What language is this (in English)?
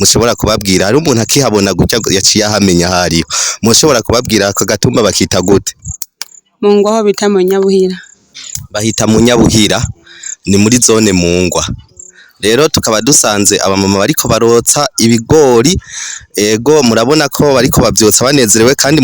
Rundi